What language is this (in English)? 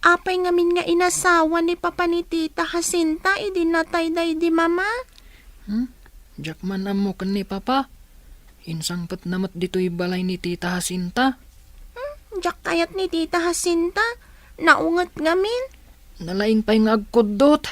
Iloko